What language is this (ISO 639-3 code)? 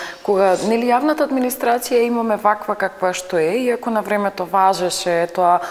mkd